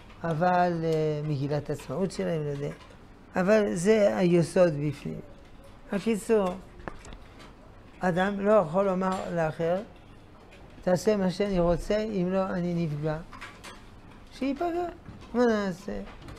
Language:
Hebrew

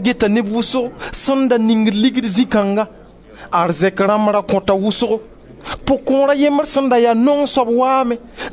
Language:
Mossi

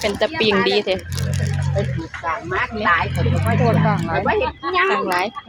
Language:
Northeastern Thai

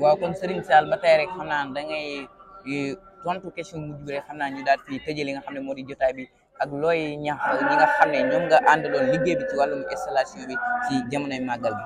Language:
Wolof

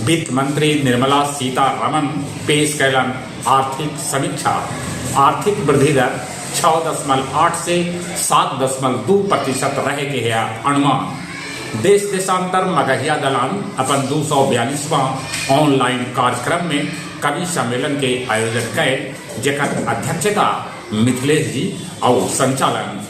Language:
Magahi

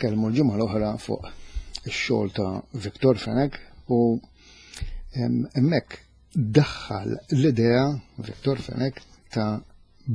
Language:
Maltese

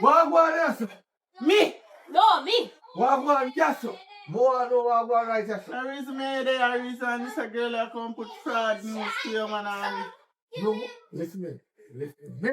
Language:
Jamaican Creole English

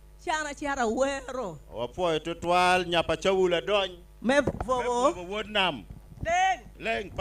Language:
Acoli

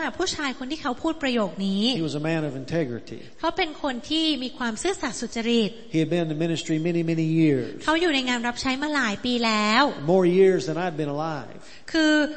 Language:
Thai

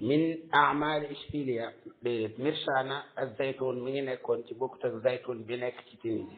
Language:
Wolof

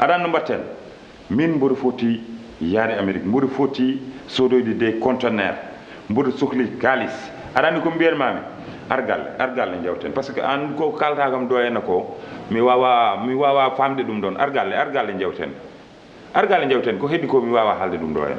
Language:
Fula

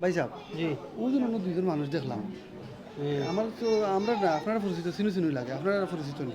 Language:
Sylheti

